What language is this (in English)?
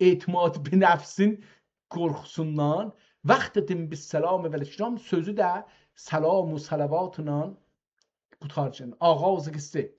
South Azerbaijani